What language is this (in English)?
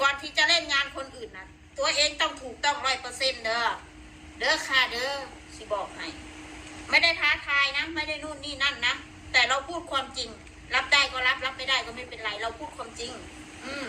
Northeastern Thai